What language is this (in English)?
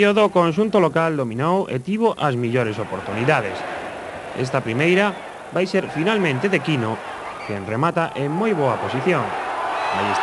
Galician